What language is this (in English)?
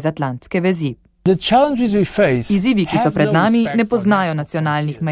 Slovenian